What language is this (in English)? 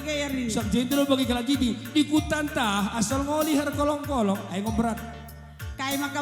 Batak Karo